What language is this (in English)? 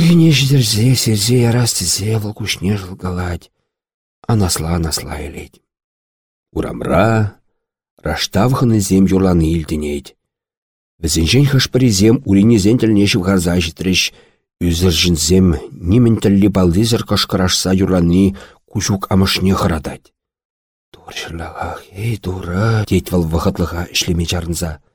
Chuvash